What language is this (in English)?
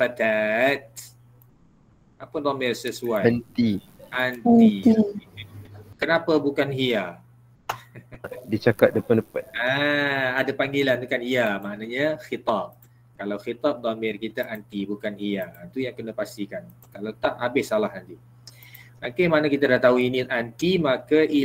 Malay